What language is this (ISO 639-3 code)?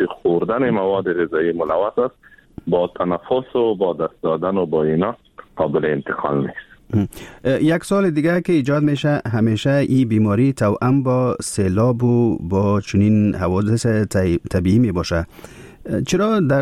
fas